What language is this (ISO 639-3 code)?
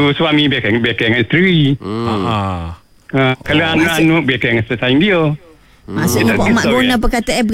msa